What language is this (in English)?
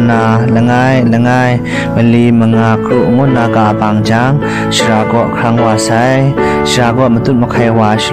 Kachin